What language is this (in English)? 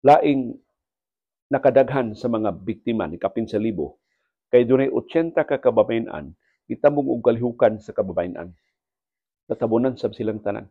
Cebuano